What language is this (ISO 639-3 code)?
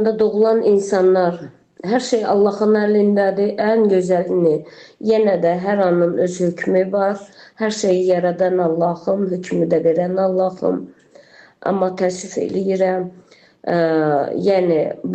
aze